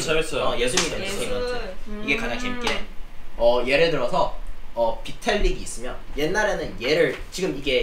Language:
Korean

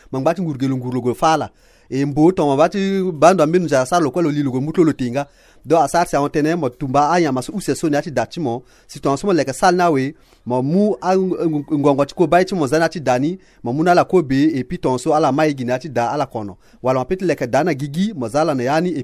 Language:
Sango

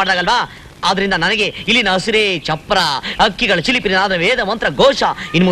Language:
Kannada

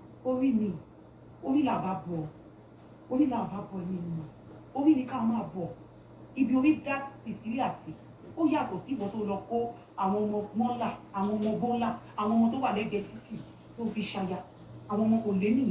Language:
Yoruba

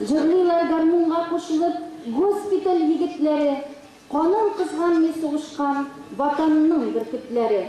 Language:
Tatar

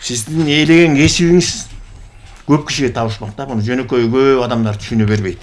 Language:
Kyrgyz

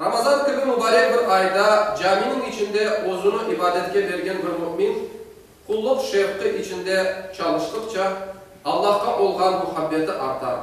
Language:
Crimean Tatar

